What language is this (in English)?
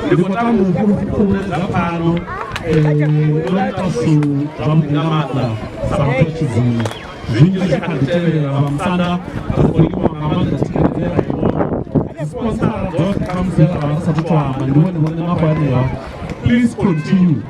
Venda